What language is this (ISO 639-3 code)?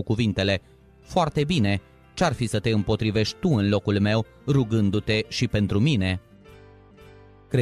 ron